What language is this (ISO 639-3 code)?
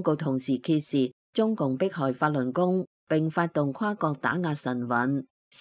yue